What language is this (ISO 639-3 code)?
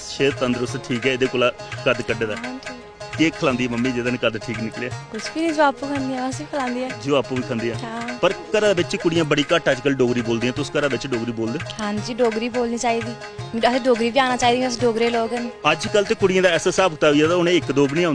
doi